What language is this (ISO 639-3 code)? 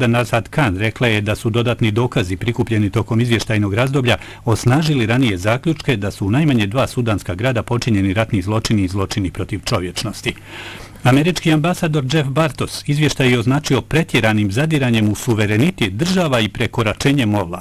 bos